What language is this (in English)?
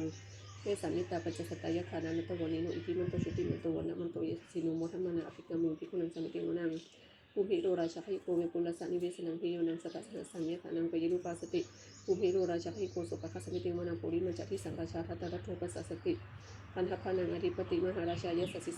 Pali